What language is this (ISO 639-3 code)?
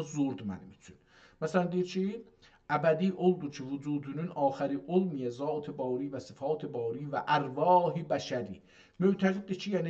azb